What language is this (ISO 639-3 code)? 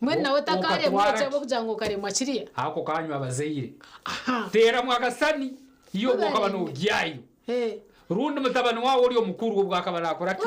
nyn